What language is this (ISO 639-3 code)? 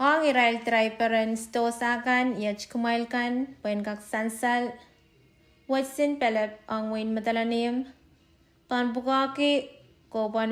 pon